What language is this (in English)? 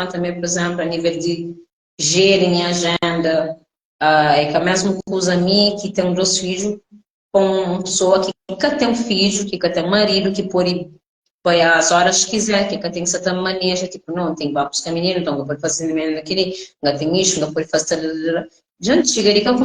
Kabuverdianu